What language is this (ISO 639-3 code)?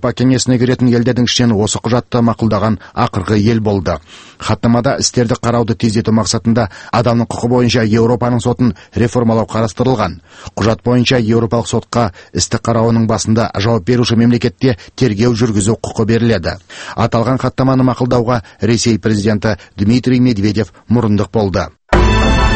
kaz